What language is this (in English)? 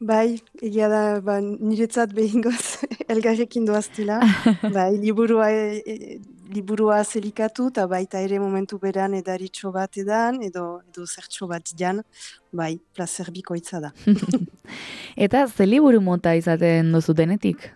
Basque